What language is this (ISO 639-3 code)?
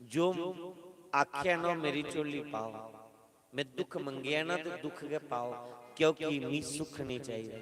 doi